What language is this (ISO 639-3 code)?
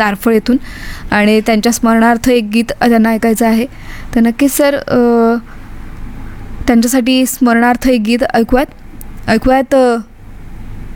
mar